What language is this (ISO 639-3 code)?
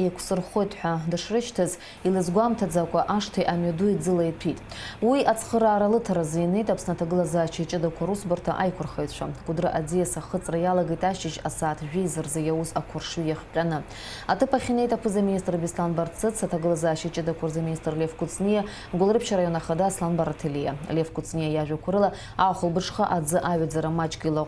abk